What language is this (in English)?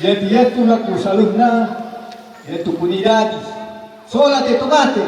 Toraja-Sa'dan